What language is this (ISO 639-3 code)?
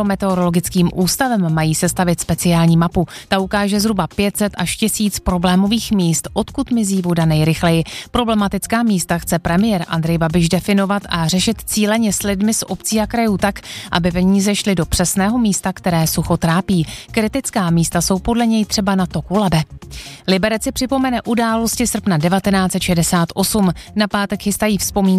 ces